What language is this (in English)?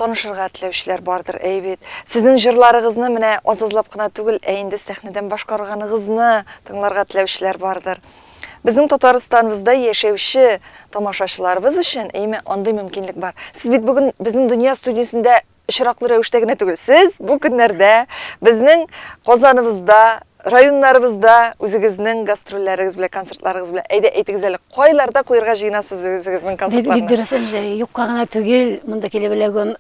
Tatar